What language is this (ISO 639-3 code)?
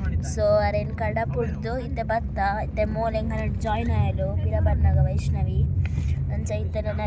tcy